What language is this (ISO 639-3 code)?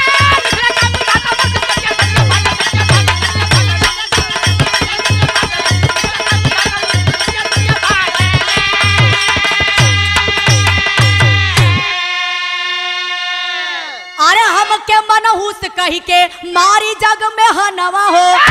bho